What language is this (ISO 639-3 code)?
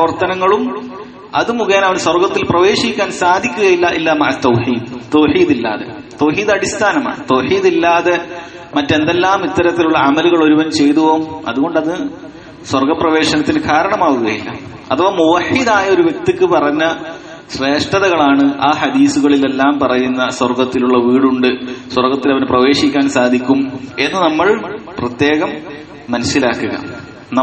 mal